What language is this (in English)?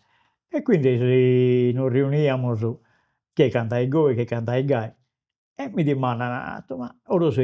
Sardinian